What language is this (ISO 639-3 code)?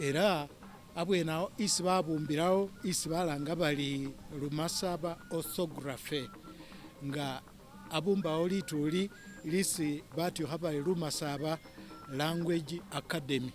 myx